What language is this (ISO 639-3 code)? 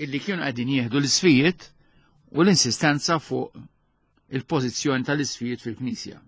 mlt